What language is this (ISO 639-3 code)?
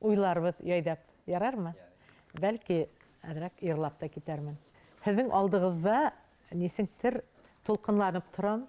bak